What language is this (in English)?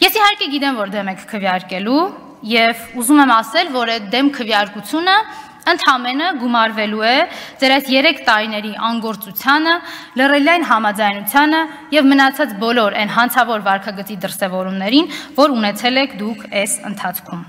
Armenian